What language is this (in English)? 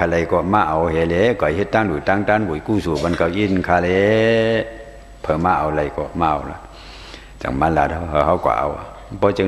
Shan